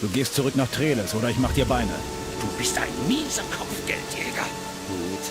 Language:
Bavarian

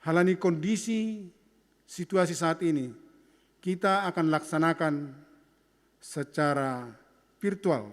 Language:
Batak Simalungun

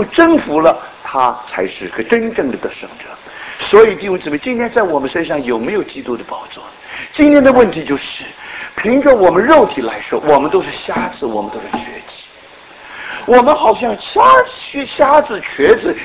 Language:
Chinese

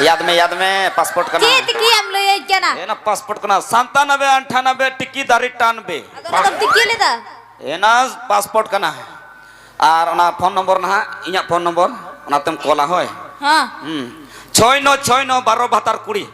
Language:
Santali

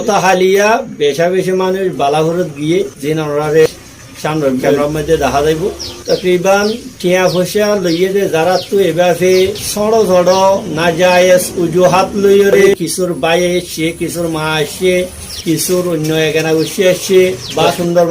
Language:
Rohingya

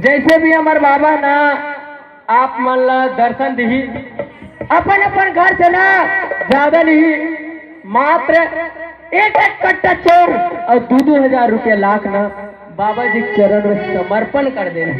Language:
Chhattisgarhi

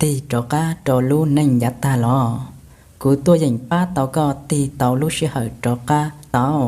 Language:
Hmong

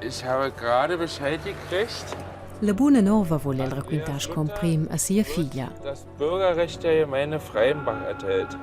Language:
Romansh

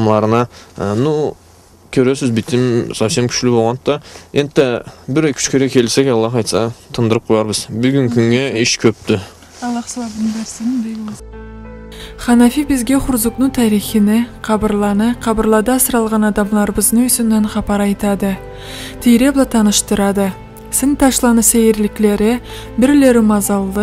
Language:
Karachay-Balkar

